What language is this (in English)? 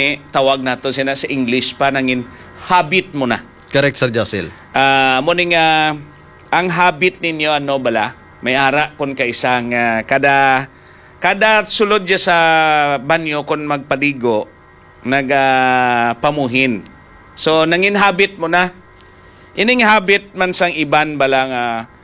Hiligaynon